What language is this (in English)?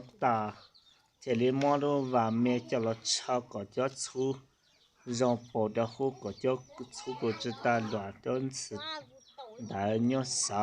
Hmong